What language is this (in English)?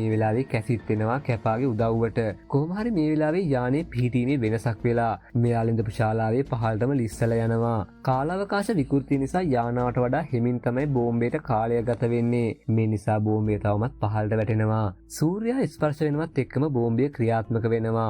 Sinhala